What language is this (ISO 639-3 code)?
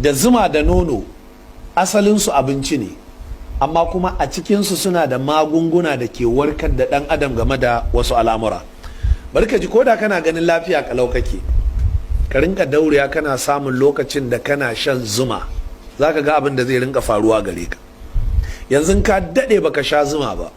hau